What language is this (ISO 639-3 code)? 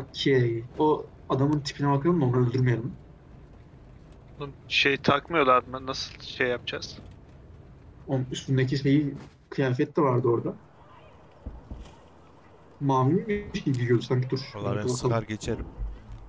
tur